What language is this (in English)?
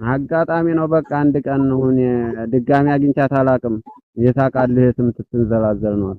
Amharic